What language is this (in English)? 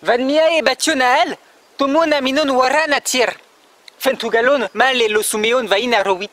Kotava